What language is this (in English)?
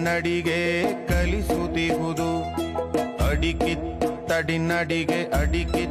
Kannada